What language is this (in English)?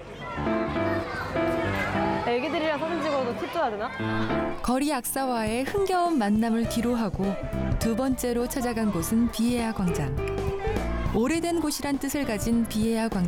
Korean